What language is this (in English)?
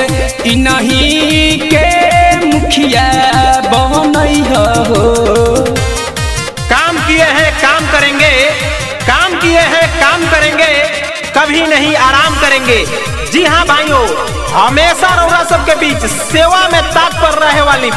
Bhojpuri